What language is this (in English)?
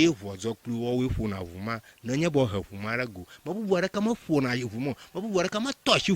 Ewe